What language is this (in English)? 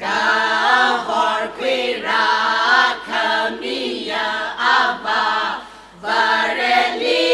Tangkhul Naga (India)